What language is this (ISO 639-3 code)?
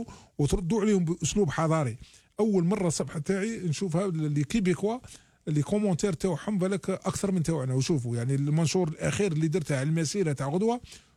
arq